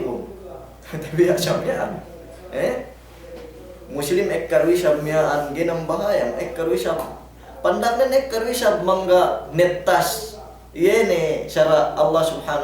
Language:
Yakan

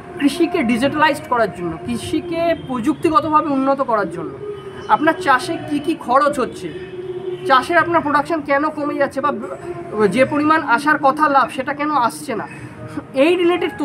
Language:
Bangla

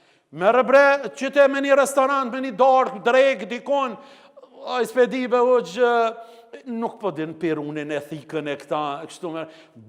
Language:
Albanian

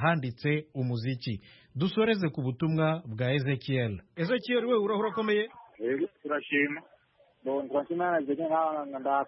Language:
Kinyarwanda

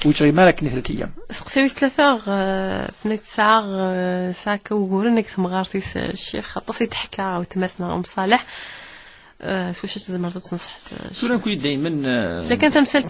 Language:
Kabyle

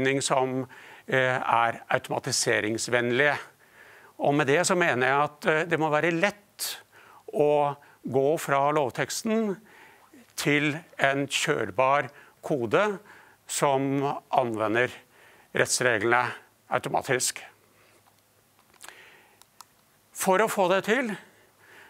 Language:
Norwegian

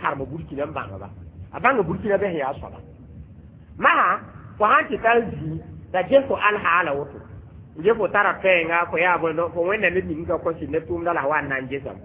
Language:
Mossi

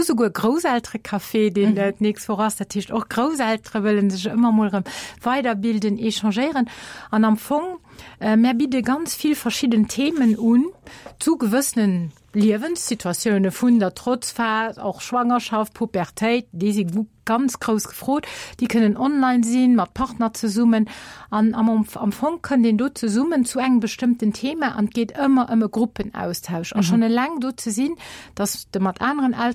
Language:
Luxembourgish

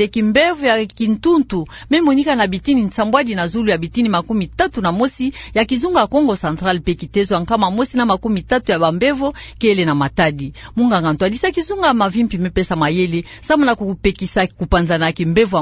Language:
Kituba (Democratic Republic of Congo)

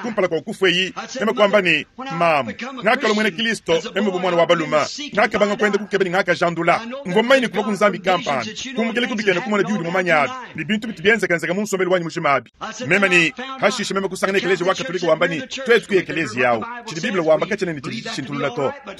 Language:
Luba-Lulua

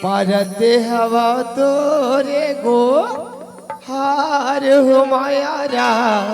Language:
Chhattisgarhi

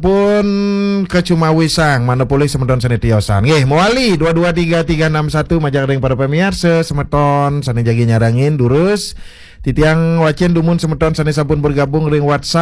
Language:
Balinese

